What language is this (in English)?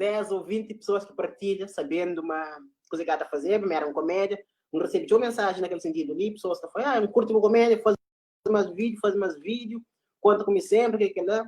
Kabuverdianu